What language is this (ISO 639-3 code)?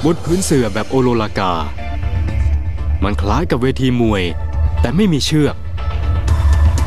tha